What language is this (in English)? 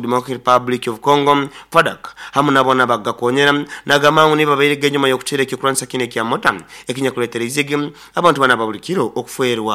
Nyoro